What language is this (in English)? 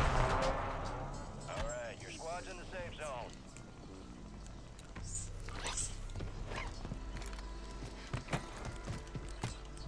English